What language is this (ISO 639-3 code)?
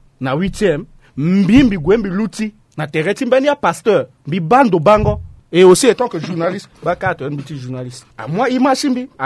sag